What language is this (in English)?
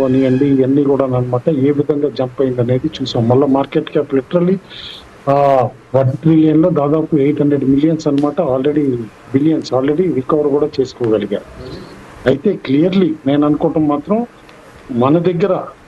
Telugu